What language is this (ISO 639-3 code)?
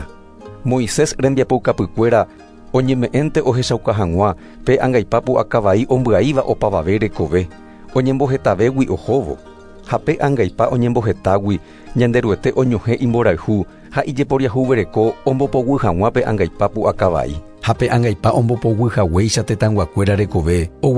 grn